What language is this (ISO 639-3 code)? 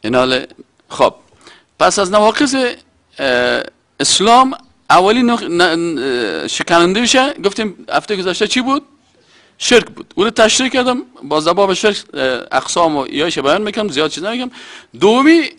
fas